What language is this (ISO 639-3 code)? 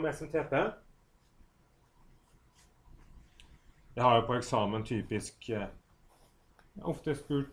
nor